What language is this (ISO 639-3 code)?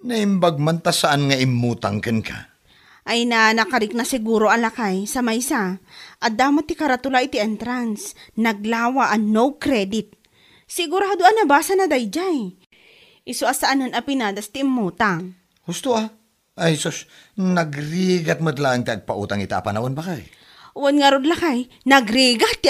ilo